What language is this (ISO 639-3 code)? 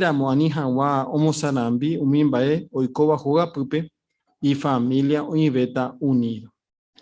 grn